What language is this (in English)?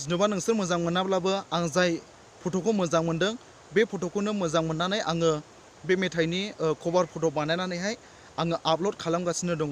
Bodo